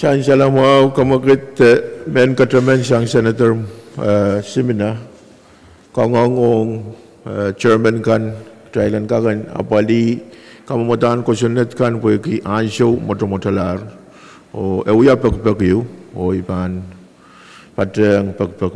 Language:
Pohnpeian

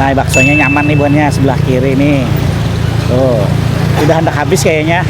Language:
Banjar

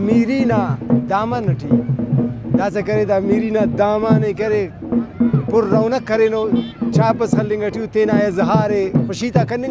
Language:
Brahui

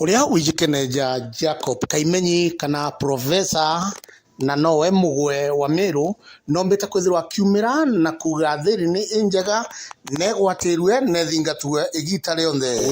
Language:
Meru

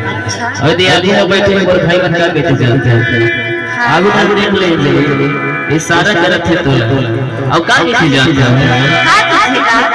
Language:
Chhattisgarhi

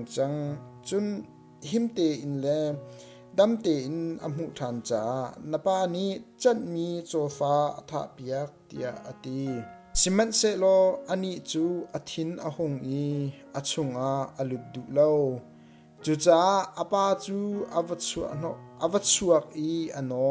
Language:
Hakha Chin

